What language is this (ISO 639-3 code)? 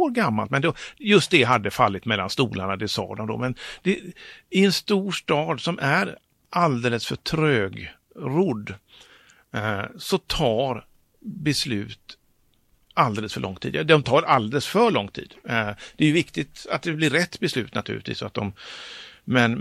swe